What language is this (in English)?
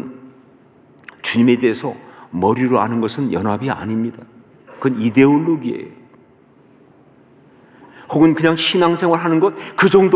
Korean